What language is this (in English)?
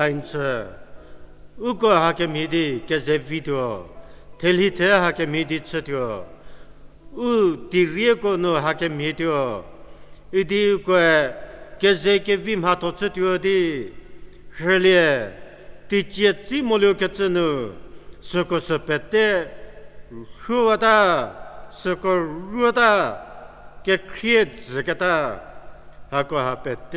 Angami Naga